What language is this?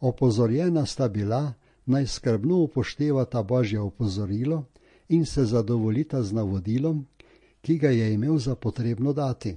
Slovenian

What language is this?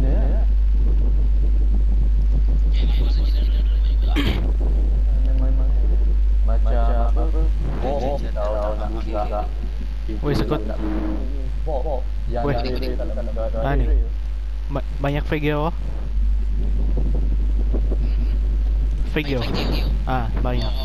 Malay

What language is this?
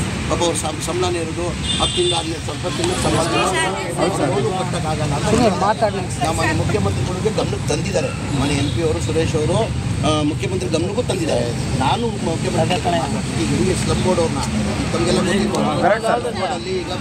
Kannada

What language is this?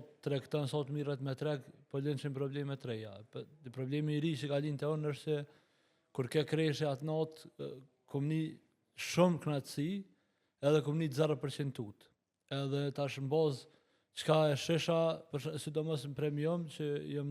Albanian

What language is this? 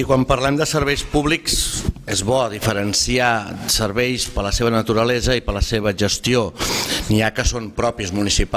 Catalan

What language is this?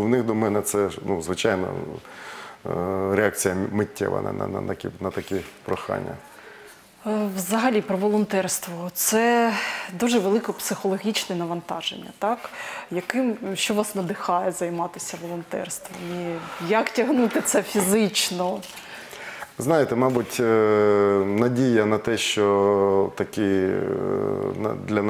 Ukrainian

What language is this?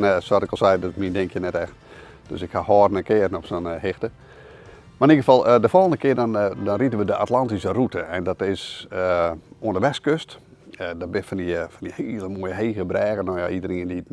Western Frisian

